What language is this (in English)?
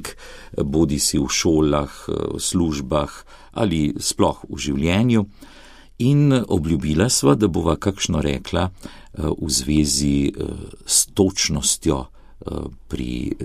Slovenian